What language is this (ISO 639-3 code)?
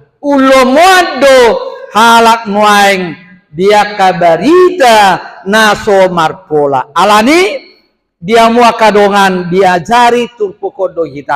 bbc